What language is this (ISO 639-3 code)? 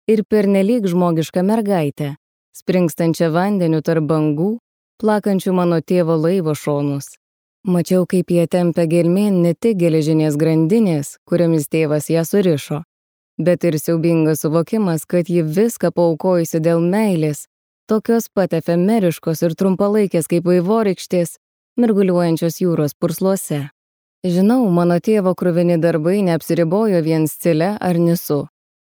lit